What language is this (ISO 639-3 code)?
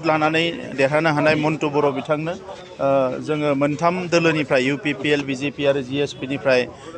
brx